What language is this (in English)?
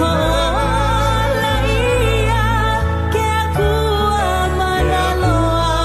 Hawaiian